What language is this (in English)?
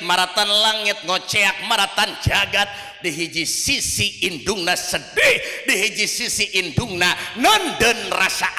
Sundanese